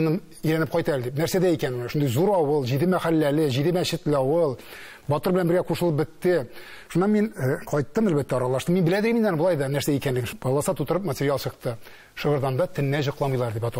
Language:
Tatar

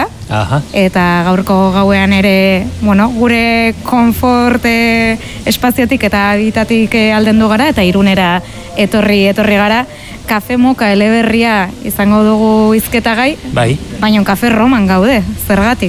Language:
Basque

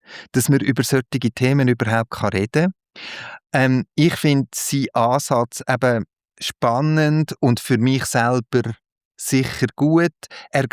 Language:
Swiss German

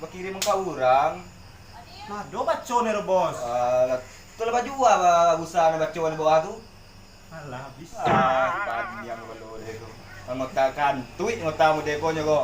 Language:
Minangkabau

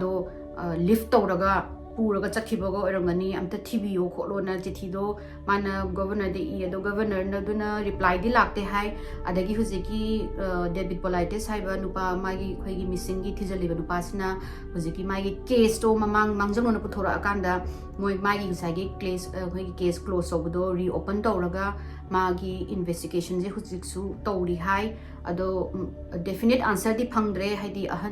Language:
Manipuri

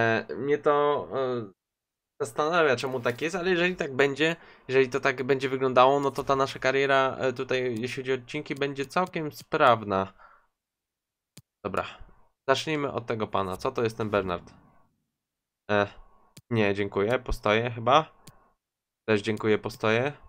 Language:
Polish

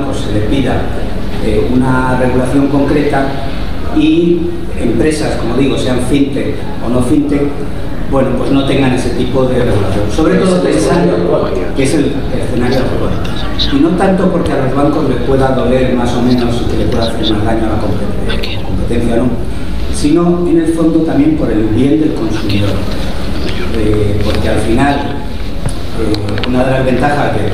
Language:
Spanish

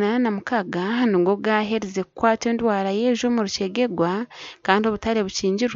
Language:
Nyankole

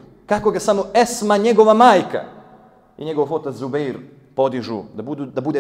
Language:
Bosnian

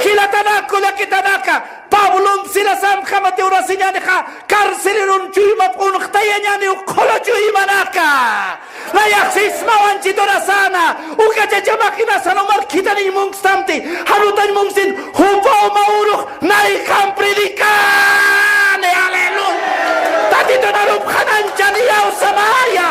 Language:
Aymara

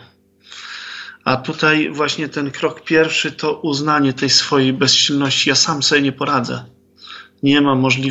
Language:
Polish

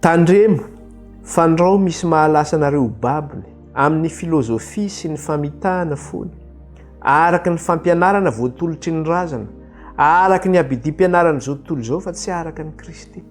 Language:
Malagasy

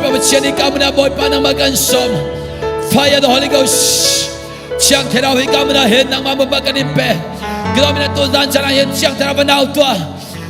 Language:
Hakha Chin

